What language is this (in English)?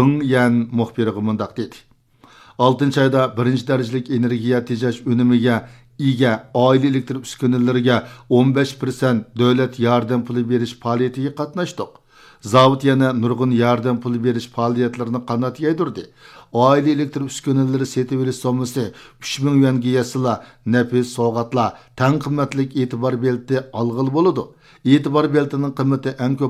Uyghur